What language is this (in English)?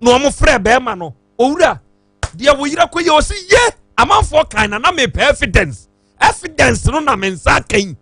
Akan